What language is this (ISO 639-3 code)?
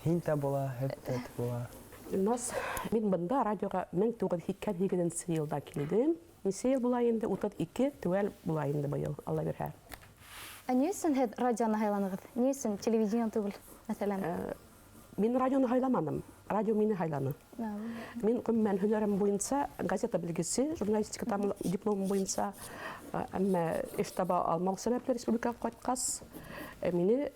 bak